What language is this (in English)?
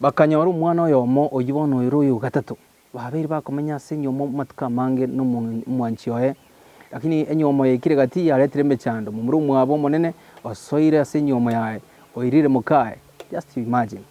Gusii